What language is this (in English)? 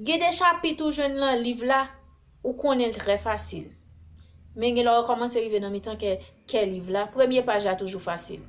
Haitian Creole